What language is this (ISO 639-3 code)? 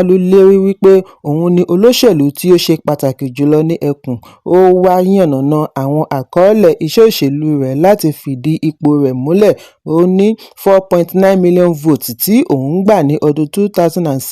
yor